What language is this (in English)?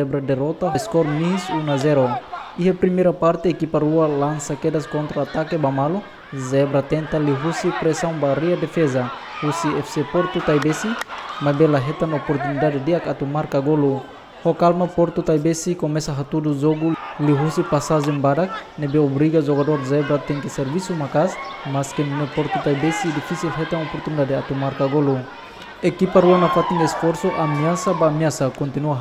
Tetum